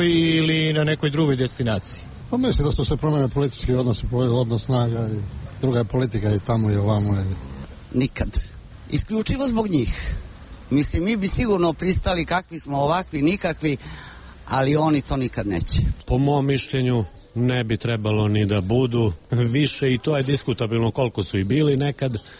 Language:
Serbian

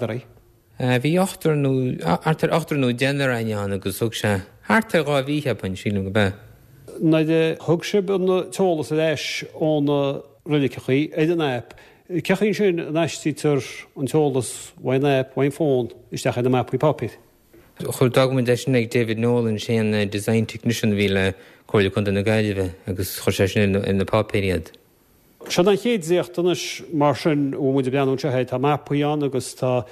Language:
Irish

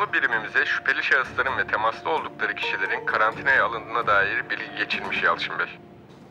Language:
Turkish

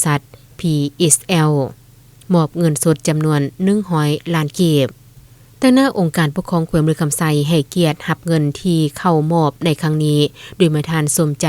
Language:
Lao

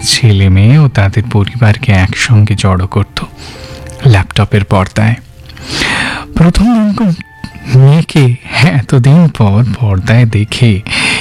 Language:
Bangla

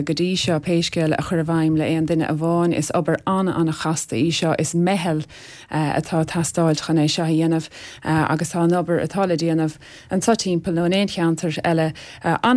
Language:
Irish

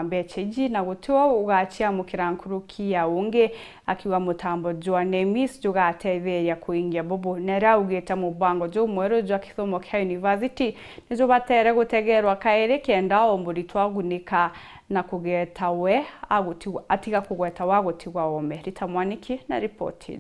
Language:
Meru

